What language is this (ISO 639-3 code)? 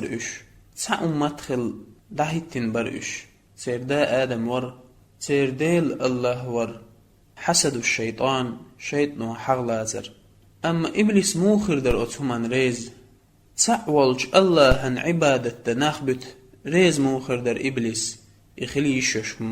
che